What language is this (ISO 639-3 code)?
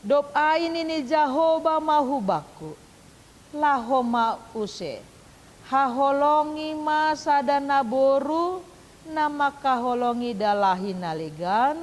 bts